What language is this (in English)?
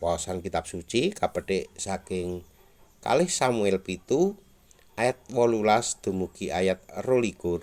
Javanese